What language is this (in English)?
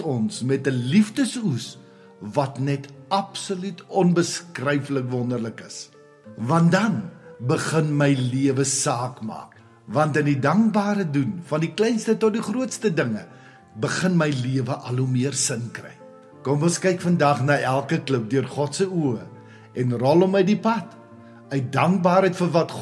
Afrikaans